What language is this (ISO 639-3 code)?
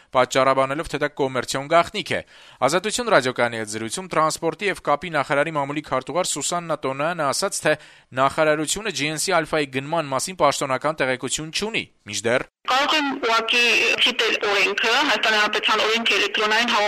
hye